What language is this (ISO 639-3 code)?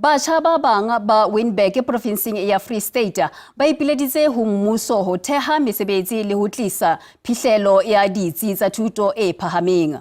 sot